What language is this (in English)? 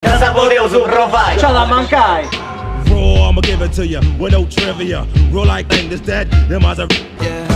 Sardinian